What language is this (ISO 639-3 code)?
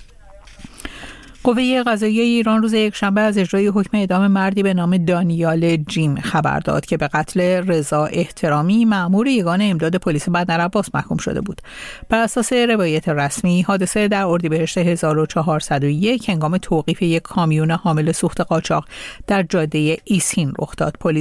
fas